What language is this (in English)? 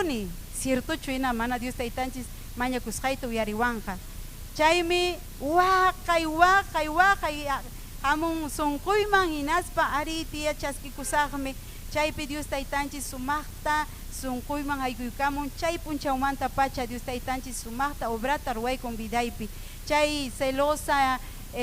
Ayacucho Quechua